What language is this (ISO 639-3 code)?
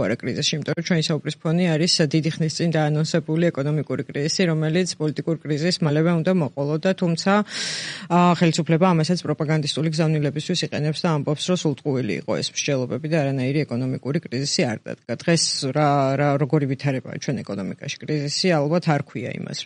kat